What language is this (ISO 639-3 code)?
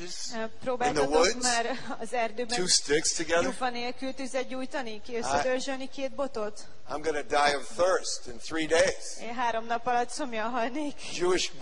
hun